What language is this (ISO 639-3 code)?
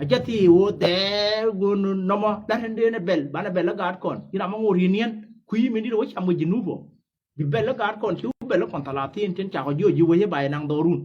nus